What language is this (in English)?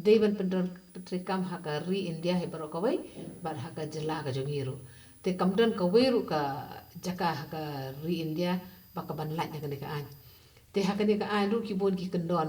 Khasi